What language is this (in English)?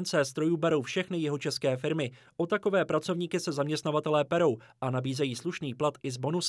Czech